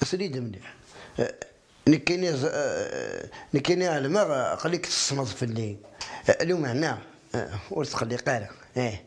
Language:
Kabyle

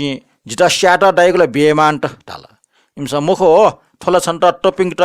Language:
Newari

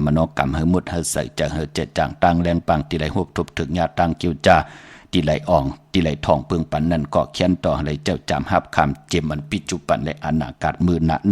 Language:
Shan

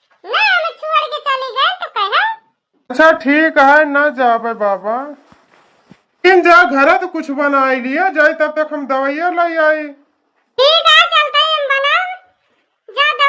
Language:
Awadhi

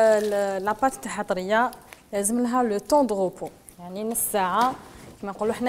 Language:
Algerian Arabic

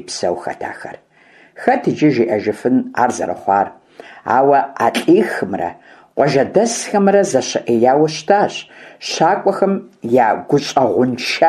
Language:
Kabardian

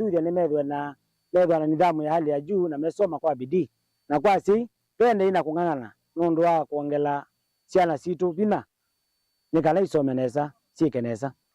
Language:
Kamba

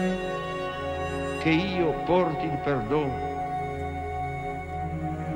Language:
Estonian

